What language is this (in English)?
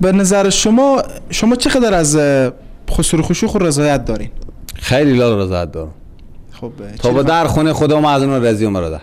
Persian